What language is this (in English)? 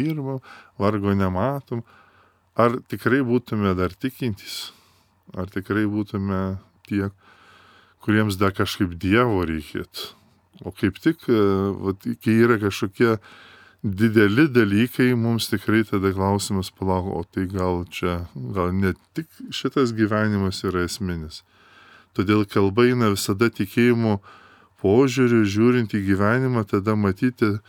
Lithuanian